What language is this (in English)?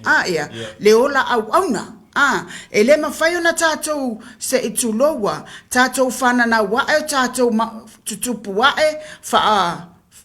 Samoan